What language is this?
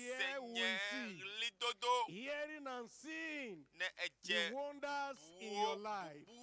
Ewe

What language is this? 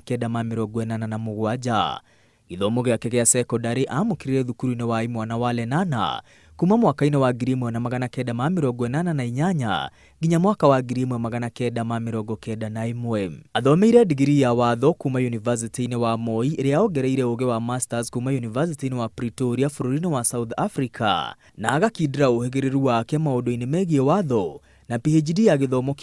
Kikuyu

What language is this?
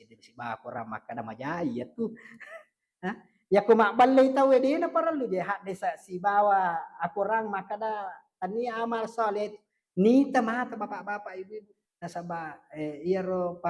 Buginese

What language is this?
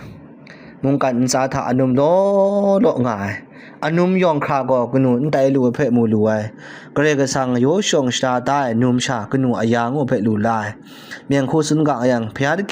Kachin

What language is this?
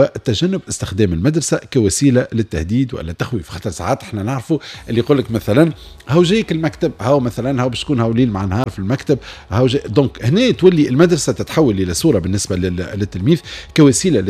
Tunisian Arabic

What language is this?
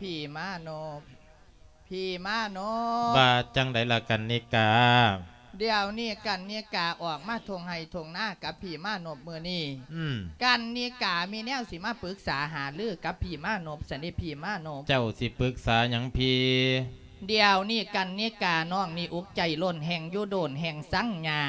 Lao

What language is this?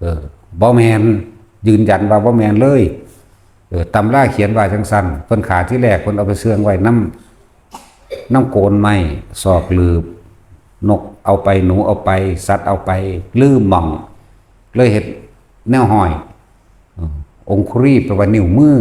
Northeastern Thai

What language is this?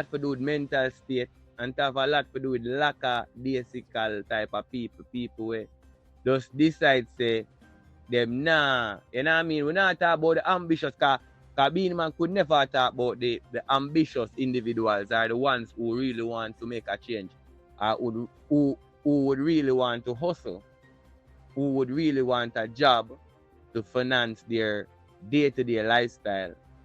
Jamaican Creole English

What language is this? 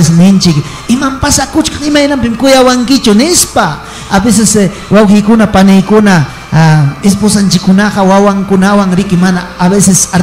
Ayacucho Quechua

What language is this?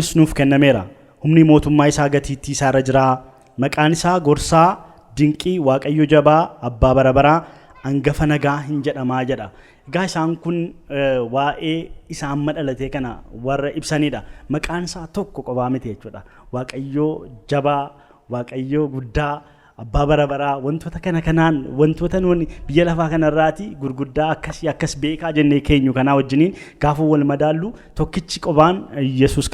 Oromo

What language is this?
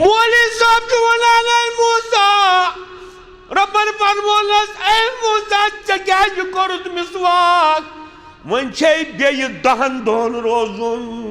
Kashmiri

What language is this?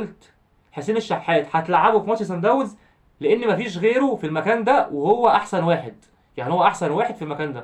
Egyptian Arabic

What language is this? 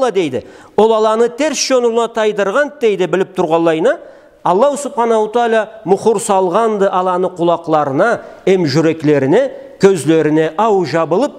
Karachay-Balkar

